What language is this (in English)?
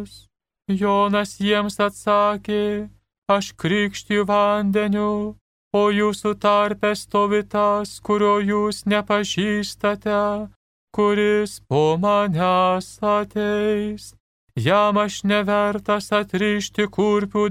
Lithuanian